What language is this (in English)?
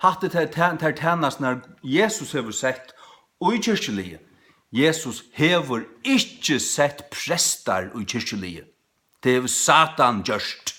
Faroese